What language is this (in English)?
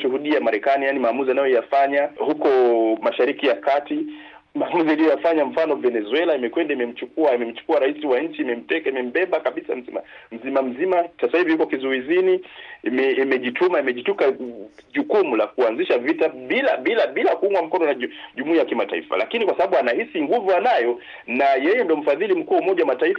Swahili